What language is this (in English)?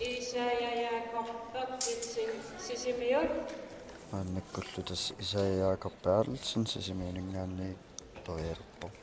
Kalaallisut